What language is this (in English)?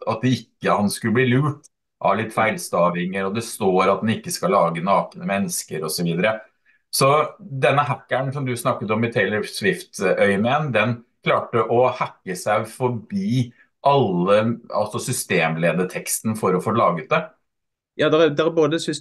Norwegian